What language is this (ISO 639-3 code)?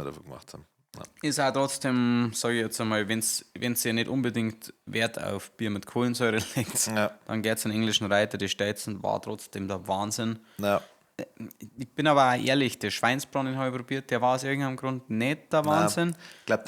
bar